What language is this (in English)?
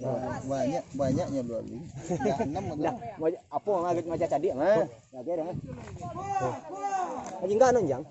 Minangkabau